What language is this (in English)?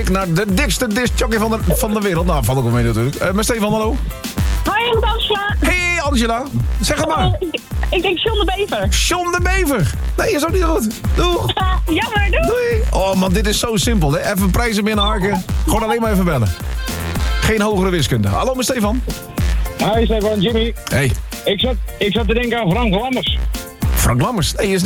Dutch